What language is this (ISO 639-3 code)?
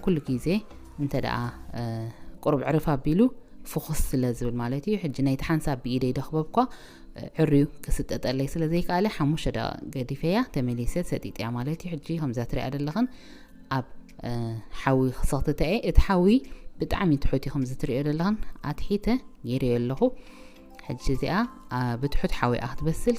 tir